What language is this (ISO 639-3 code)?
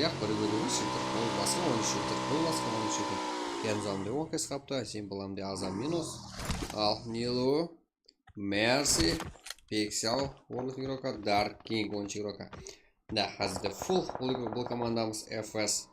kaa